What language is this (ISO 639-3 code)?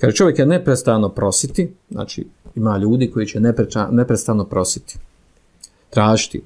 bos